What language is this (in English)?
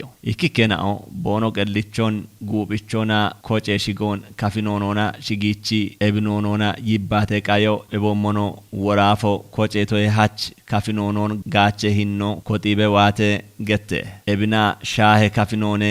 Kafa